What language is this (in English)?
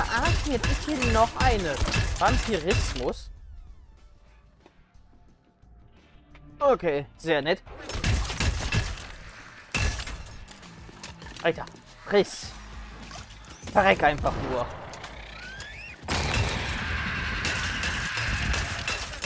German